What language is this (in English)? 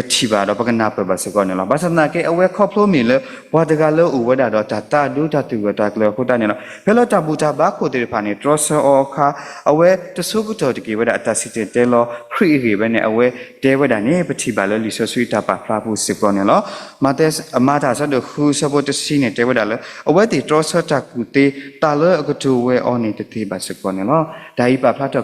S'gaw Karen